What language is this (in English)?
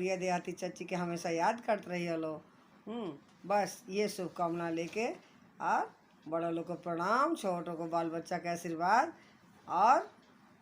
Bhojpuri